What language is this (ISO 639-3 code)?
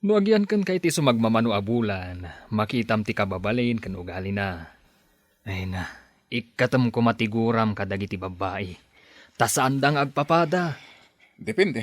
ilo